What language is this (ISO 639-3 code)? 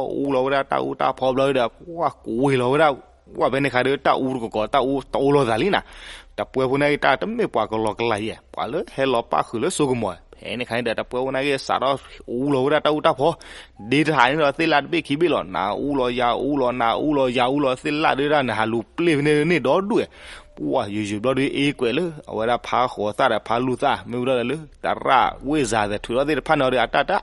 ksw